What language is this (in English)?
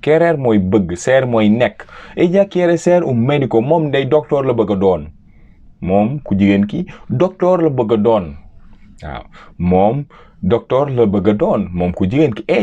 Wolof